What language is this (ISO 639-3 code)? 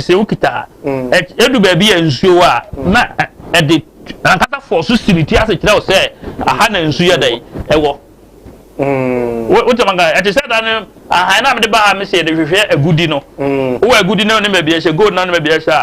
aka